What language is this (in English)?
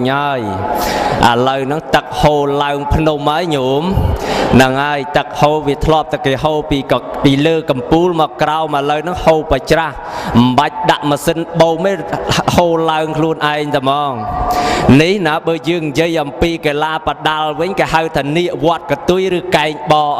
Khmer